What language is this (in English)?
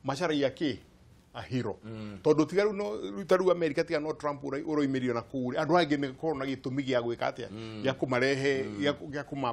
Kikuyu